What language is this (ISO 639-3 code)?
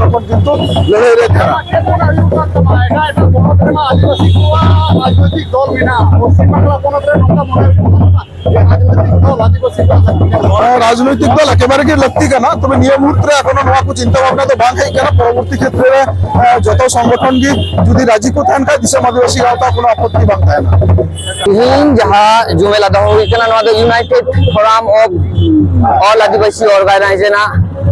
sat